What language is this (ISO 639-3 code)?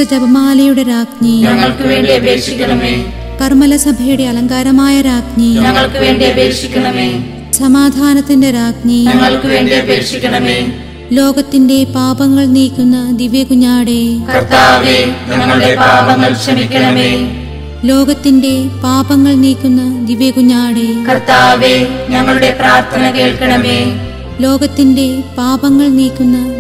mal